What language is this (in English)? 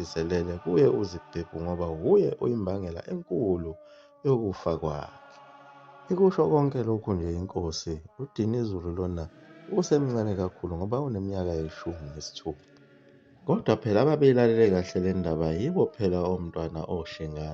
Zulu